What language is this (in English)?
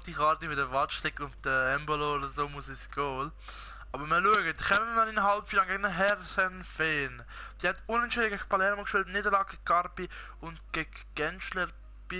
Swiss German